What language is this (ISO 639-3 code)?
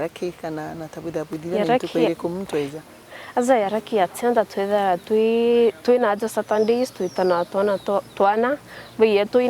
mer